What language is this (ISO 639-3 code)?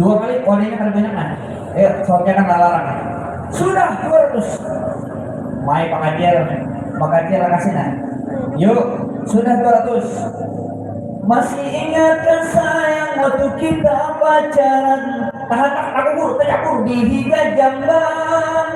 bjn